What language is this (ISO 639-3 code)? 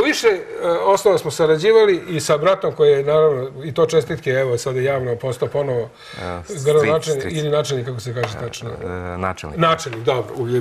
srp